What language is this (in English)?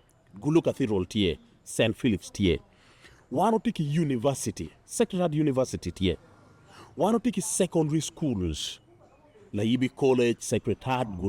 Acoli